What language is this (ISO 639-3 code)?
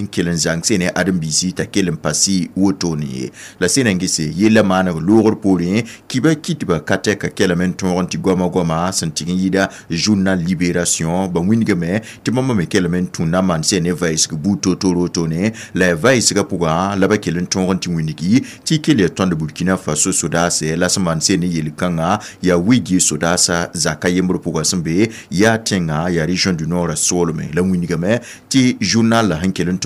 mos